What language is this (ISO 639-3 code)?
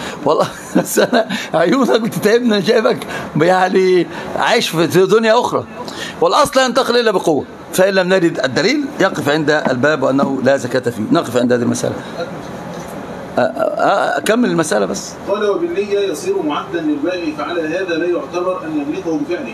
ara